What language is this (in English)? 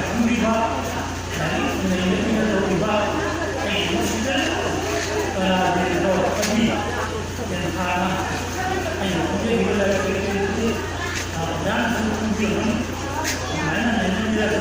Manipuri